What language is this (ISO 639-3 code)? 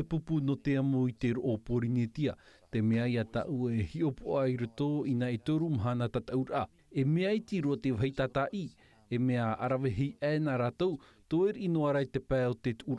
tah